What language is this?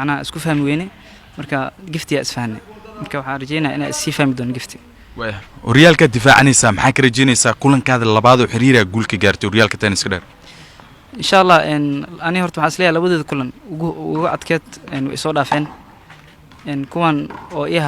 Somali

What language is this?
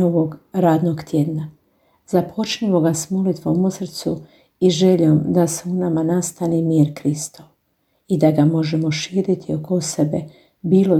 Croatian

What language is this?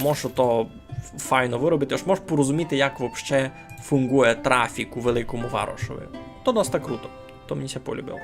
Rusyn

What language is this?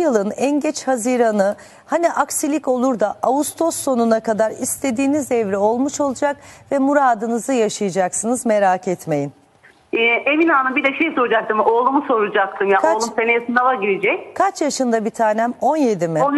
Turkish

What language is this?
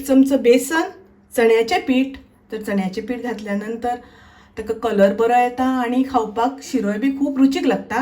Konkani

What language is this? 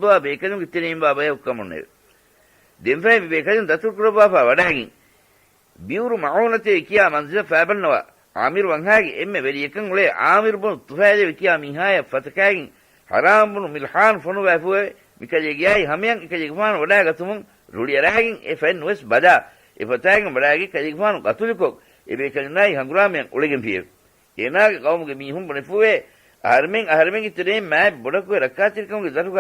Divehi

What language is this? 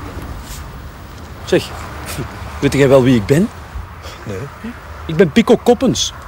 Dutch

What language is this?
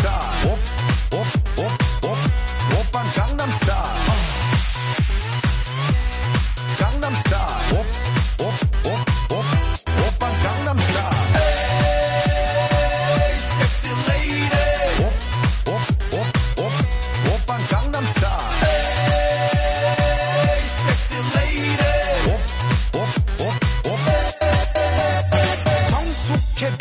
Korean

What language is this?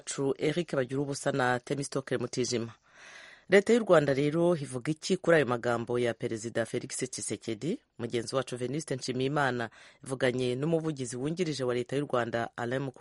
Kinyarwanda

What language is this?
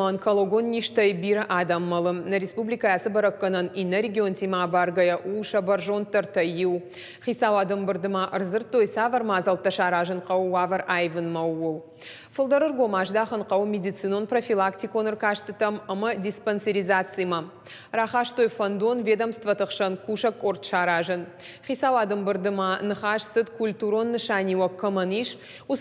Ossetic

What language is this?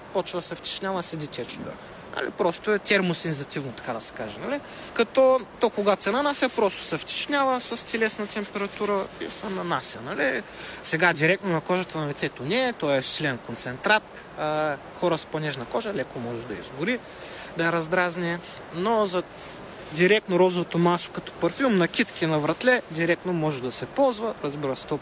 Bulgarian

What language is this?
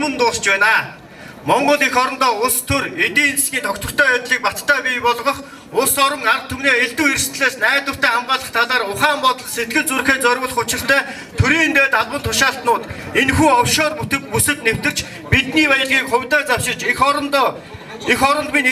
Mongolian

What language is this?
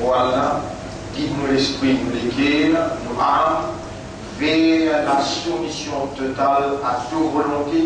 Morisyen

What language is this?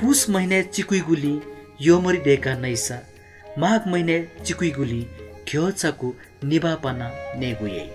Newari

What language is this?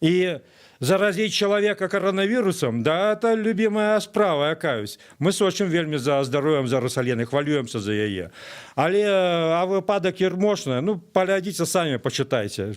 Belarusian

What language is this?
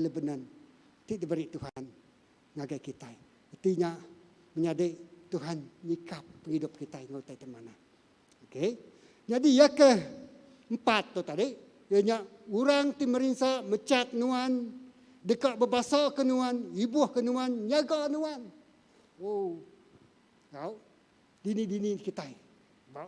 Iban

